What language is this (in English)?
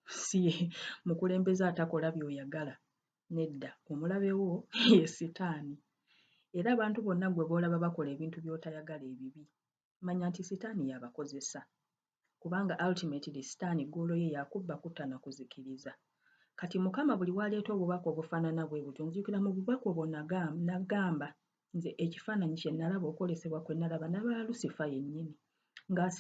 Ganda